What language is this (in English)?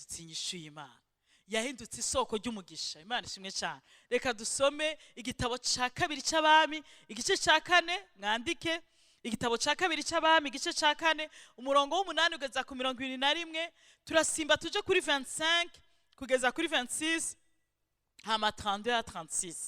Rundi